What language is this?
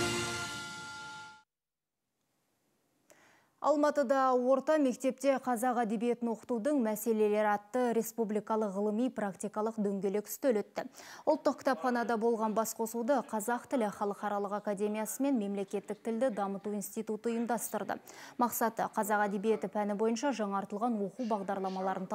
Kazakh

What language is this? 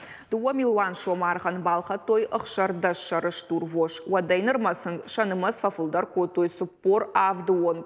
Ossetic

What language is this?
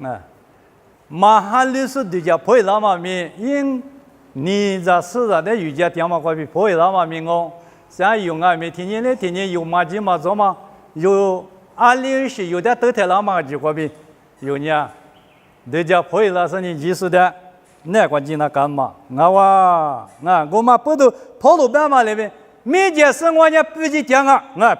Lisu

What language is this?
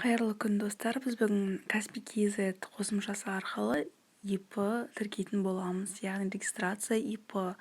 Kazakh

